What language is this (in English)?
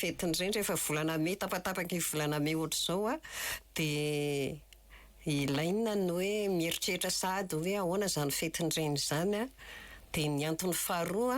Malagasy